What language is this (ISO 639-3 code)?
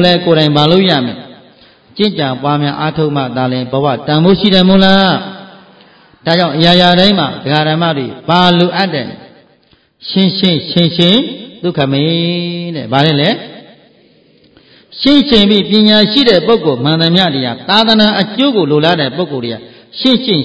mya